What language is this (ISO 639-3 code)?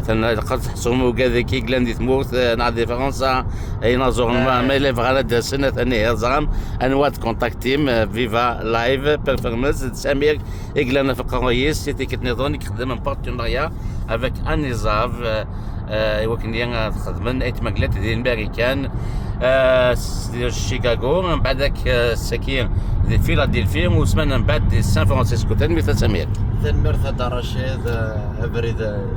kab